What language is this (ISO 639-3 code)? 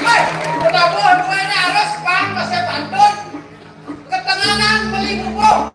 ban